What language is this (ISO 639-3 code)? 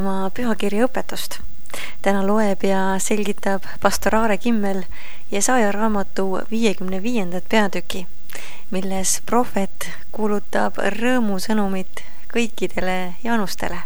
est